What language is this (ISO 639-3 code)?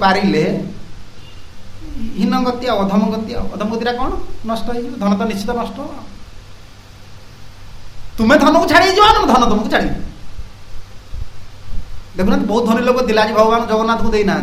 ori